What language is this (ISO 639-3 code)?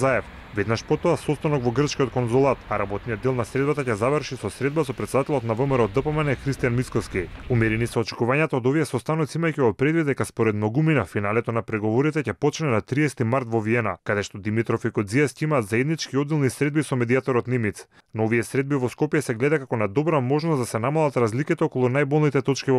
mkd